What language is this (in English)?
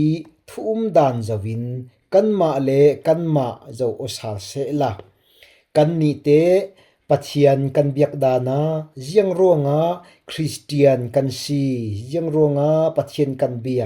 Falam Chin